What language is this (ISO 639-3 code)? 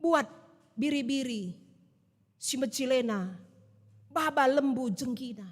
btx